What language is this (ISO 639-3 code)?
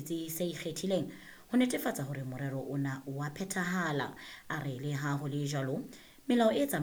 sot